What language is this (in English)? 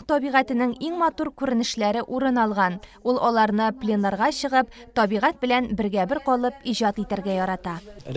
Tatar